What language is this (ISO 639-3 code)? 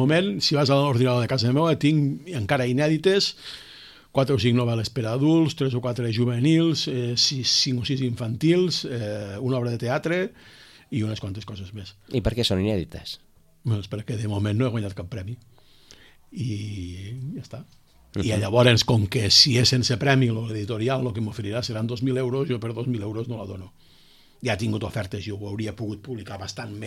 cat